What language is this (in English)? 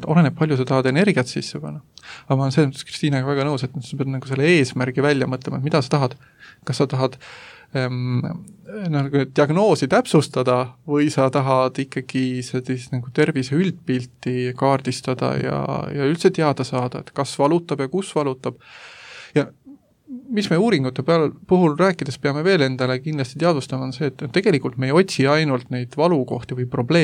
Estonian